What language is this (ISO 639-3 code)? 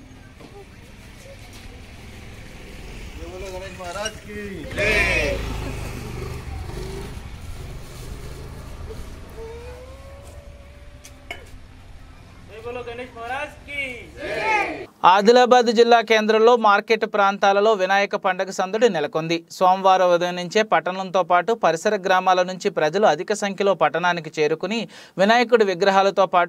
tel